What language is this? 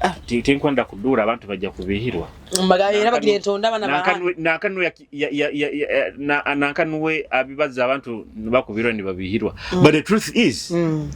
Nyoro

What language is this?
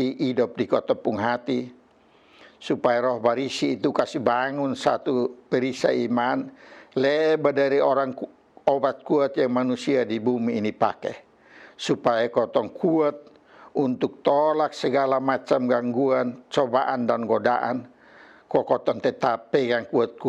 Kupang Malay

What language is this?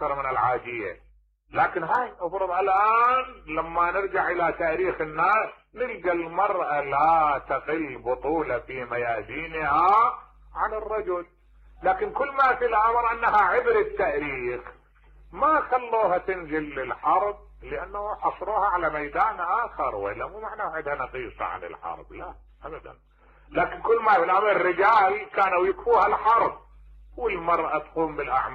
Mesopotamian Arabic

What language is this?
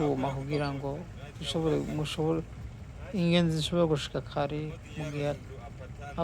Rundi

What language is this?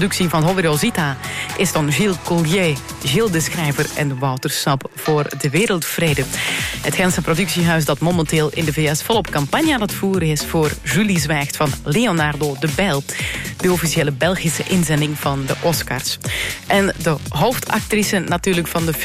Dutch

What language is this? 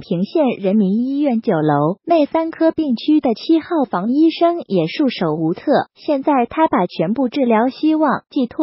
Chinese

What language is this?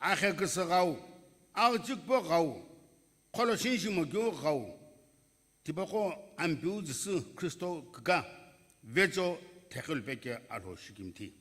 Sumi Naga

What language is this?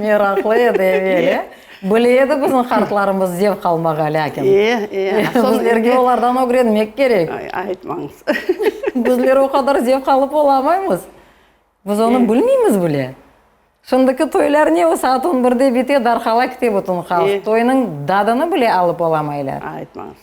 Crimean Tatar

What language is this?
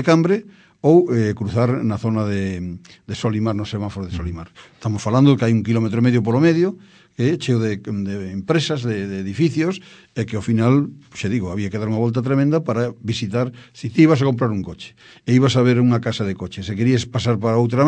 Galician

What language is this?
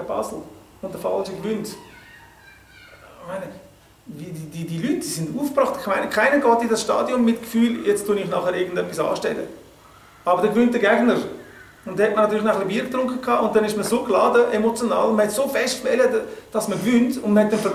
Swiss German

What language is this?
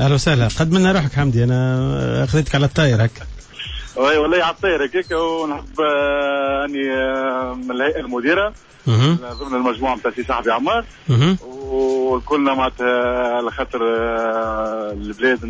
Tunisian Arabic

